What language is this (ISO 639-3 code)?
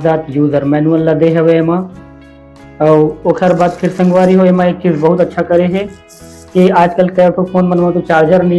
hne